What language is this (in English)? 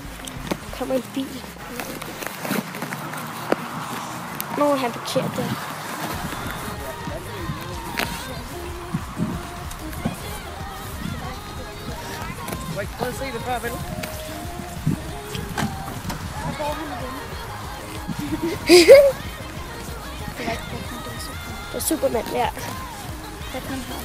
Danish